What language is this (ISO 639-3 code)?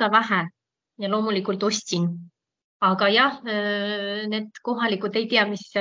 est